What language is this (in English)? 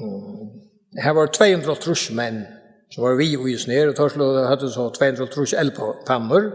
Faroese